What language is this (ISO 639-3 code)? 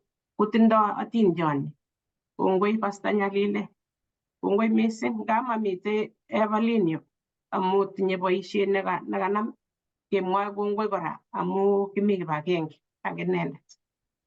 kln